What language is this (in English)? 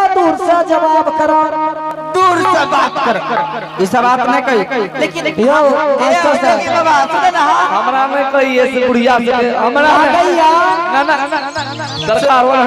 Angika